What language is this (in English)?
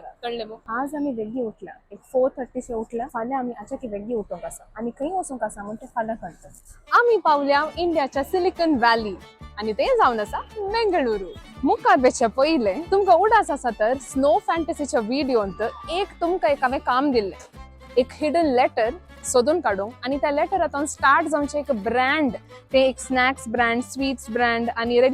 Konkani